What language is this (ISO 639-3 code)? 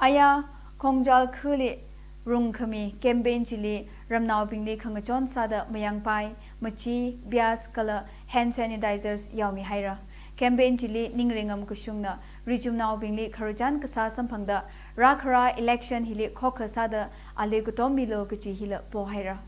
nmf